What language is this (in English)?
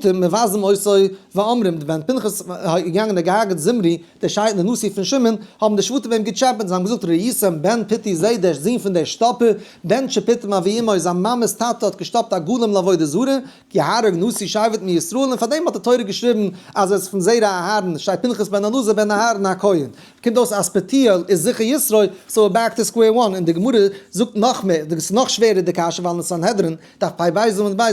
Yiddish